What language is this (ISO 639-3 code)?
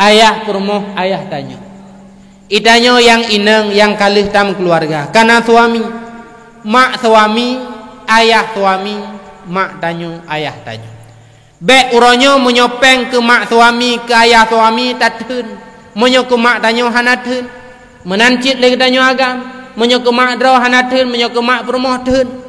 ace